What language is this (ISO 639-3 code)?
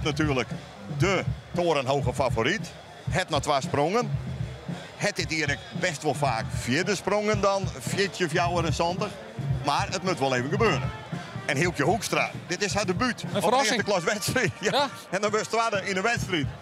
fry